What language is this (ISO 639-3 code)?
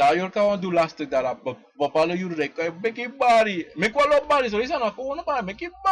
srn